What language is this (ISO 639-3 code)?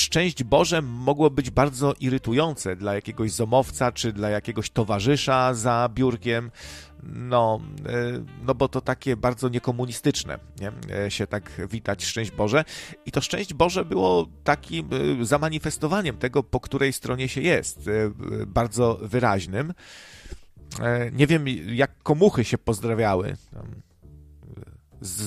pol